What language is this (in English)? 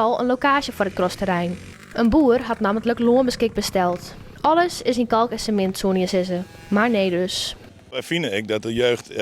Western Frisian